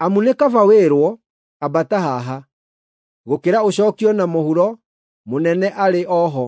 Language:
Kikuyu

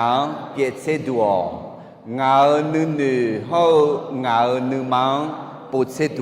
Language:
Akha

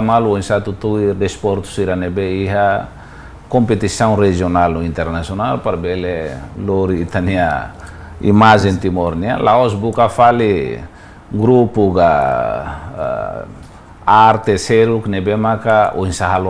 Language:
Tetum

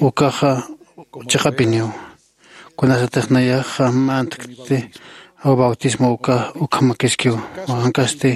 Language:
Aymara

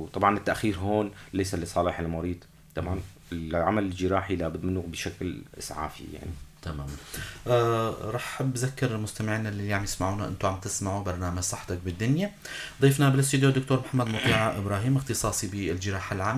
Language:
North Levantine Arabic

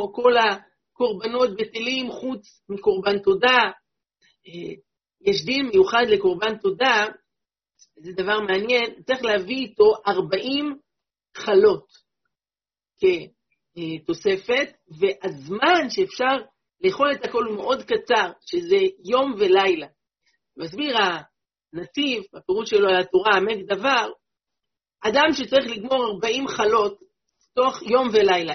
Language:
Hebrew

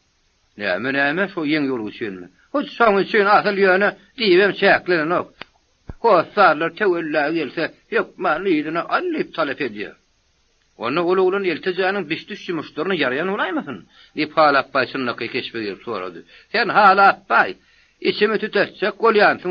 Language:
Turkmen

